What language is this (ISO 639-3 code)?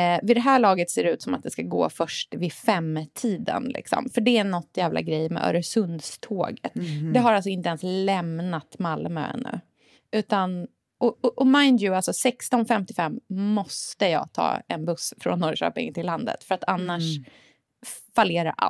swe